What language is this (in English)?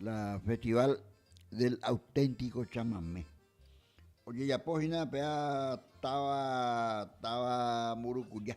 Guarani